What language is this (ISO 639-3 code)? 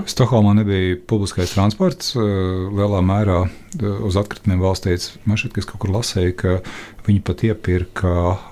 lav